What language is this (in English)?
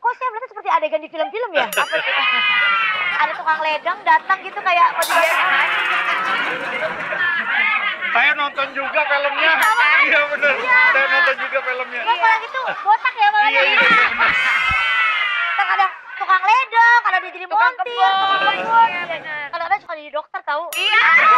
Indonesian